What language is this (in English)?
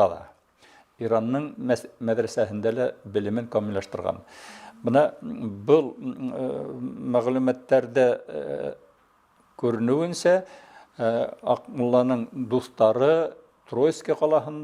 Bashkir